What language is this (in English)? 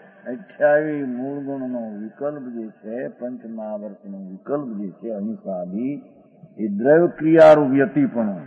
Gujarati